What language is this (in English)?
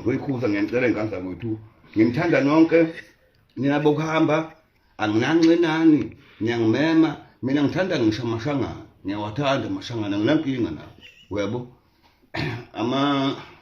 Zulu